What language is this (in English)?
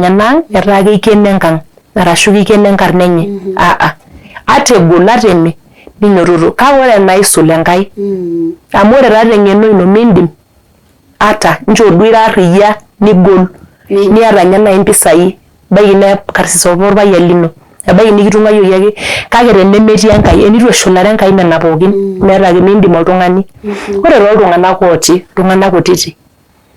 Masai